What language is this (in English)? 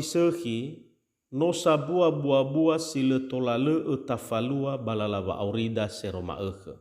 Nias